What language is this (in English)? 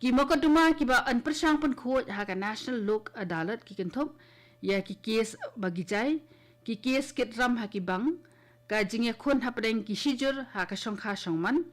Khasi